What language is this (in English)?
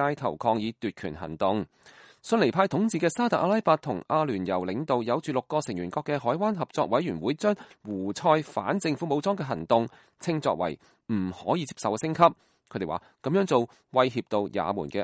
Cantonese